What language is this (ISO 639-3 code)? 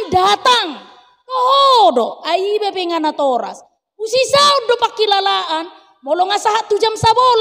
bbc